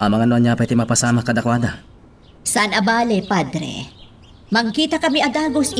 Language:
Iloko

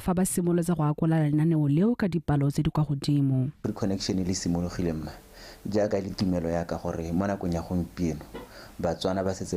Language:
Tswana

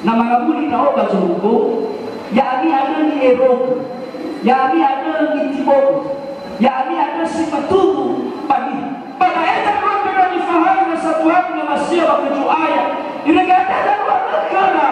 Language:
Nias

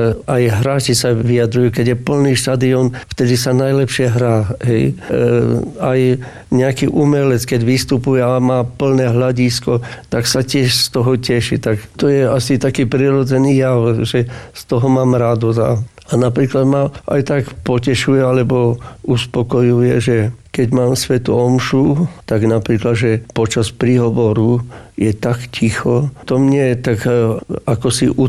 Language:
Slovak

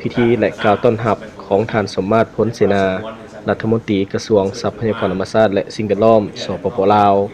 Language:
Lao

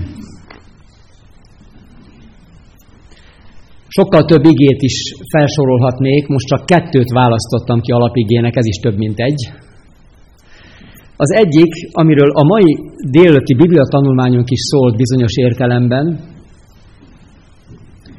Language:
Hungarian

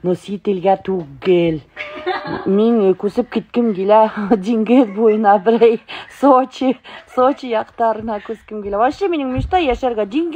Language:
Bashkir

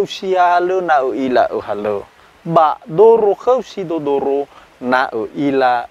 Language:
Nias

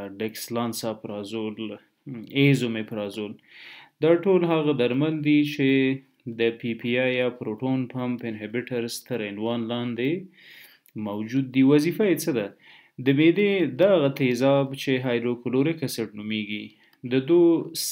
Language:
Pashto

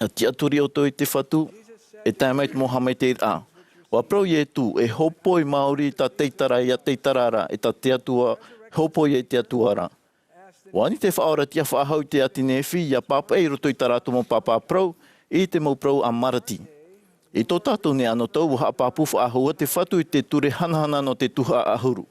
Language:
Tahitian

